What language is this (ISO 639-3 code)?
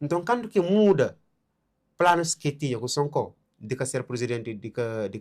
kea